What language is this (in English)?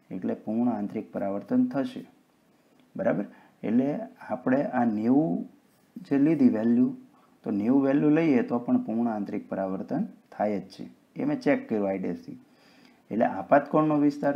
Gujarati